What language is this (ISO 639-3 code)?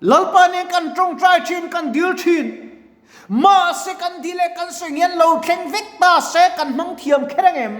lus